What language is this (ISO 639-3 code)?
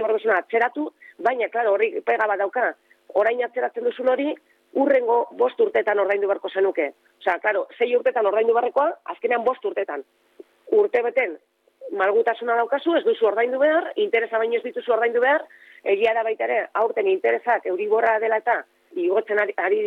eus